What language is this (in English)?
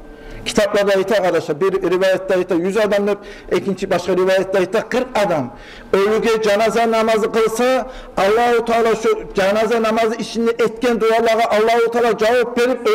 Kumyk